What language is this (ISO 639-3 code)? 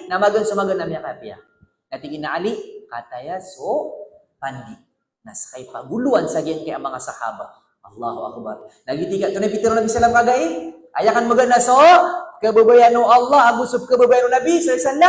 mrw